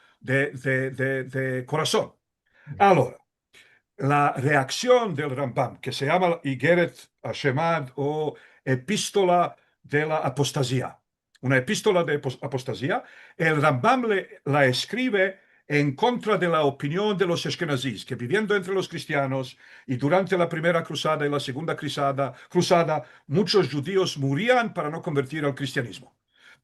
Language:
Ladino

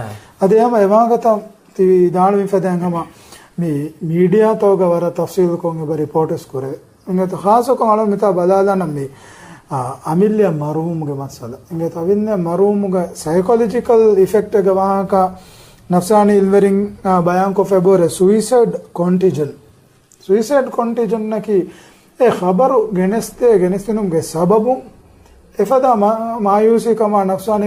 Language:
Divehi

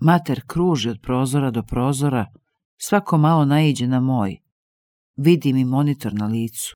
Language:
Croatian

